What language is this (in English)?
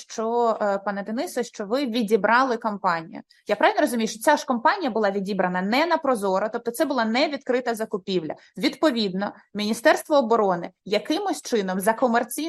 Ukrainian